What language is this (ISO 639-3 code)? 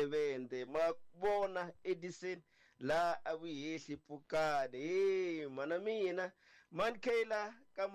tso